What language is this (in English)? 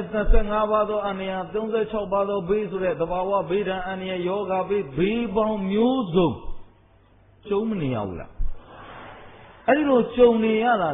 Burmese